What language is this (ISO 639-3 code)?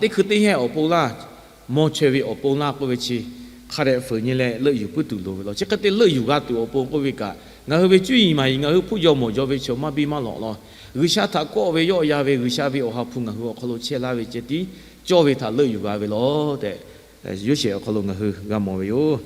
lhu